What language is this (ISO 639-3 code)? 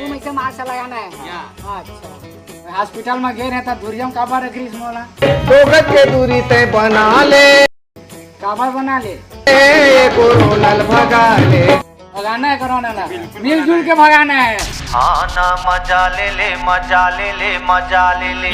hne